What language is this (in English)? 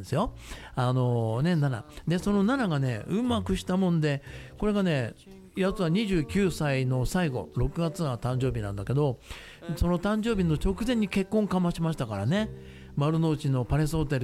Japanese